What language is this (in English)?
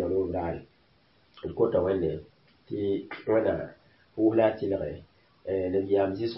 Mossi